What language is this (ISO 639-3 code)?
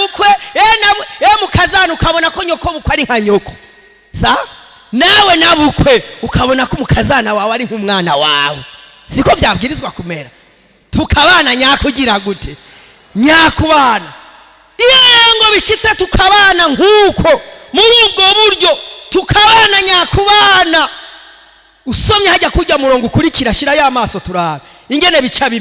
run